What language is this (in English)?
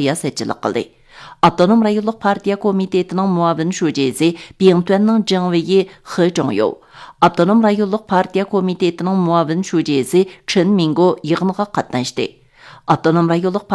Uyghur